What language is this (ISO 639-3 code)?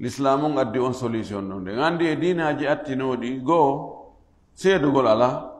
ful